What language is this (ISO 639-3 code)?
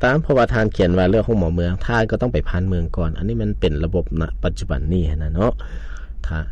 lao